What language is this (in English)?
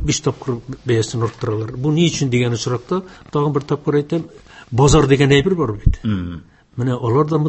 Tatar